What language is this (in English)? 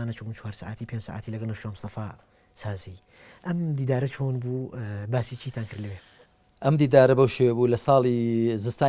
Central Kurdish